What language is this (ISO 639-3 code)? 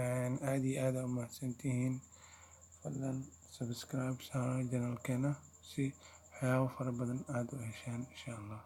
som